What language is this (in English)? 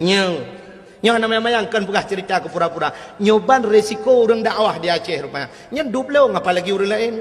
Achinese